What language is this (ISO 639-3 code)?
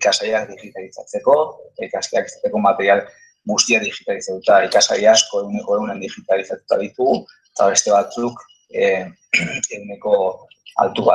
eus